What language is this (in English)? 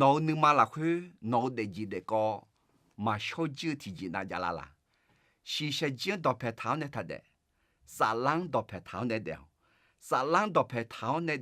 Akha